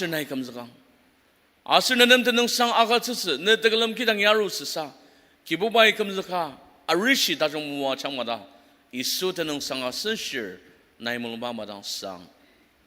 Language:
Ao Naga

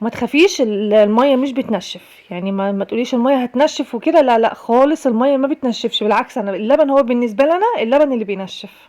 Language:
Egyptian Arabic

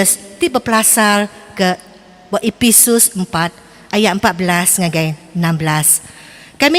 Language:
Iban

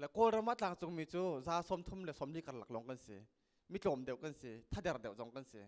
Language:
Hakha Chin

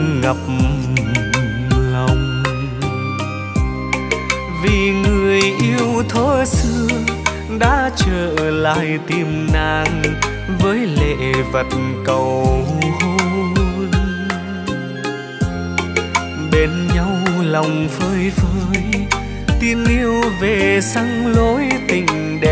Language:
Vietnamese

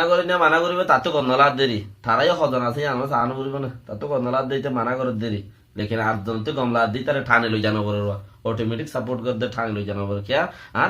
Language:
Rohingya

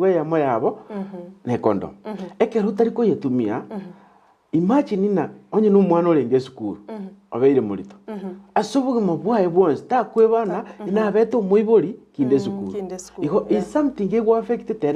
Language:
Gusii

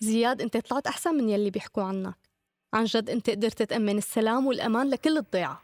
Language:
North Levantine Arabic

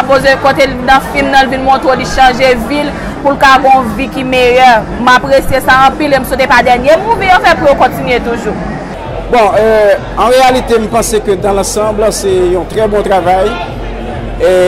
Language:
Haitian Creole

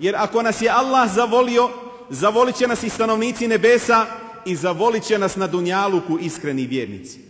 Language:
Bosnian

